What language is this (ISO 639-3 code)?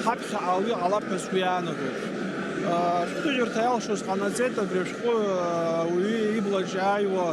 abk